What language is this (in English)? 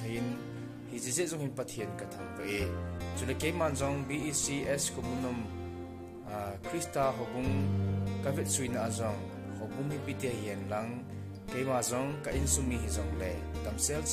Thado Chin